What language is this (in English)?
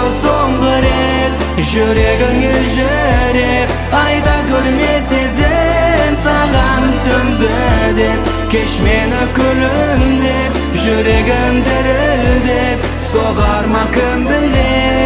Kazakh